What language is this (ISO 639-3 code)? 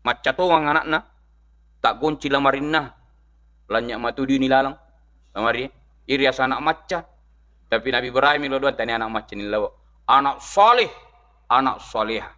bug